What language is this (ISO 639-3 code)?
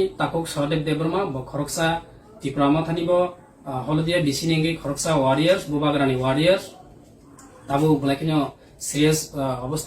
trp